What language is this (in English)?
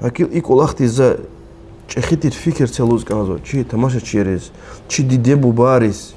Lezghian